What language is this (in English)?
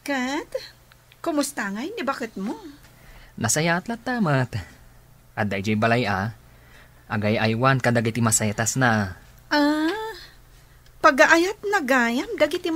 Iloko